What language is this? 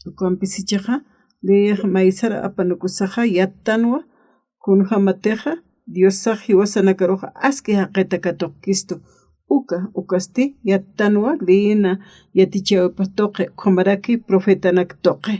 Aymara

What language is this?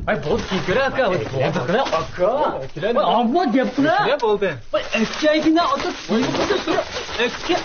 Uyghur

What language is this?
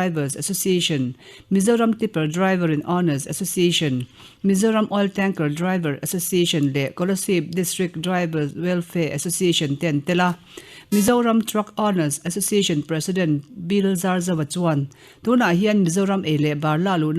Mizo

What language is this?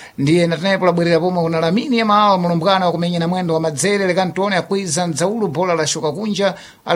Sena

